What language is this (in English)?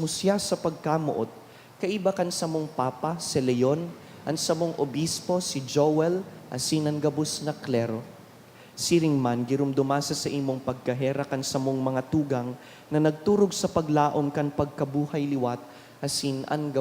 Bikol